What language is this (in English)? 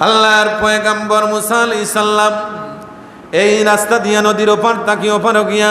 Sylheti